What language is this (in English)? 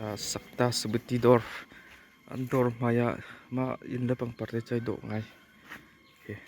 Hakha Chin